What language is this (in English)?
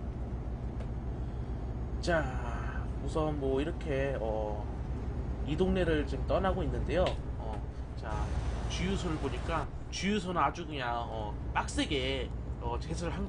Korean